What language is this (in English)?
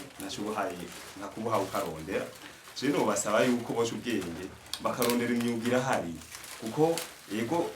Rundi